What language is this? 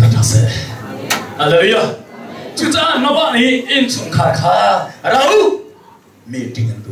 Hakha Chin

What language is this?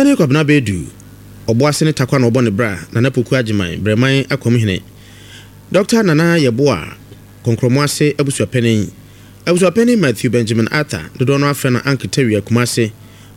Akan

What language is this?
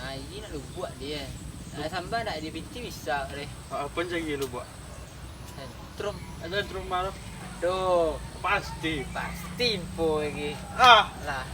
Minangkabau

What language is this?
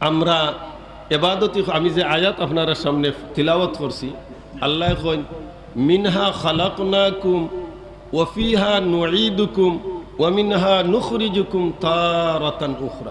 Sylheti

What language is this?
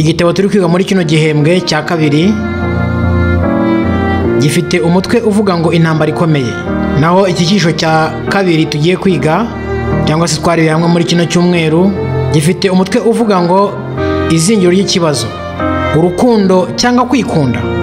Kinyarwanda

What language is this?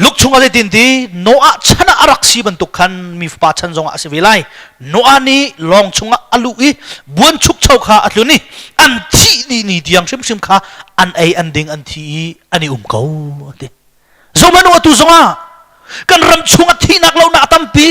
Hakha Chin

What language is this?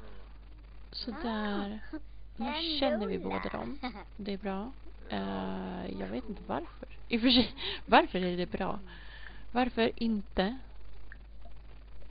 Swedish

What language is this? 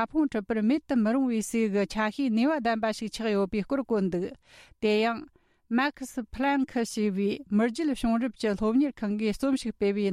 Tibetan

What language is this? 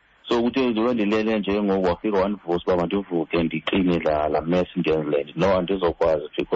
Xhosa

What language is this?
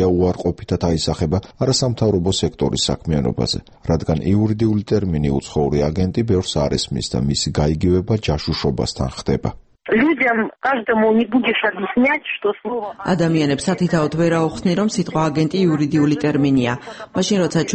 Georgian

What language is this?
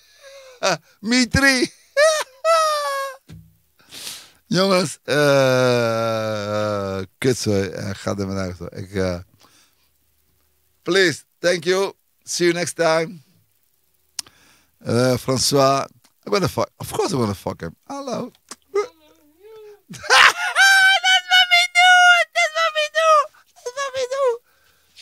Dutch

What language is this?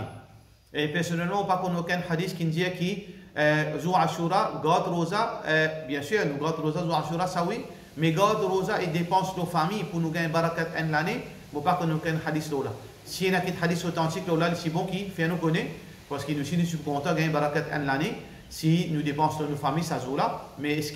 Morisyen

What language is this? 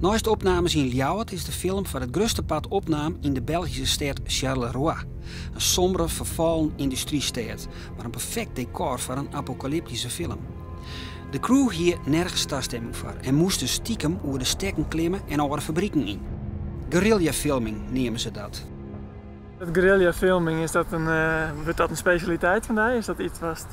Western Frisian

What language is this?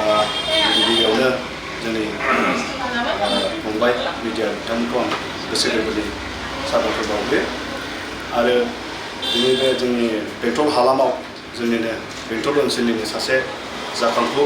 Bodo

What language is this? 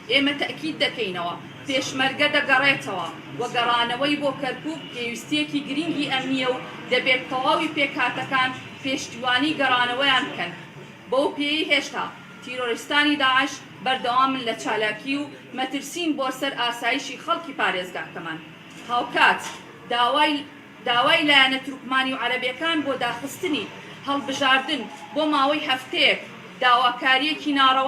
Central Kurdish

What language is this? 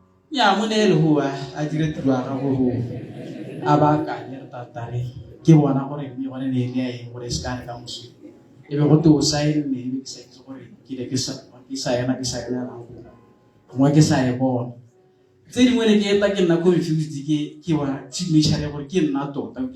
Tswana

